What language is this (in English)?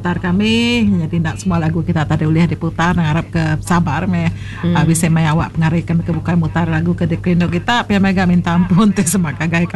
Iban